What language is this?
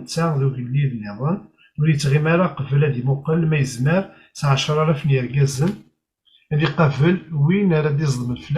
Kabyle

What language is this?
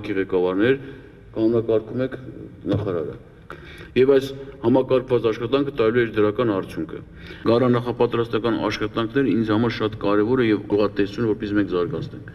Armenian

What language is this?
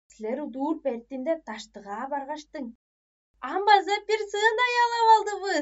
Tuvinian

